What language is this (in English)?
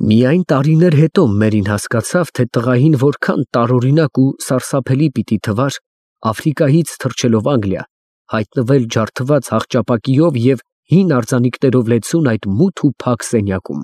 Armenian